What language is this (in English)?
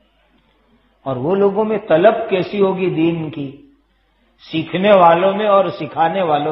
Urdu